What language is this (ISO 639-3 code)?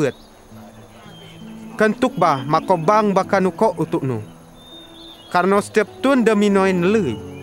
msa